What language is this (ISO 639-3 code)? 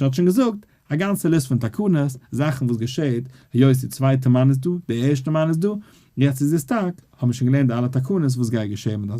yid